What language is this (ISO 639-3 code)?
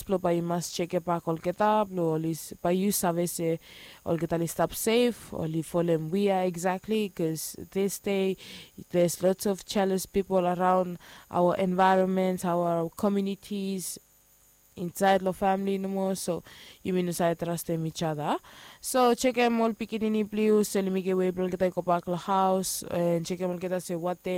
bis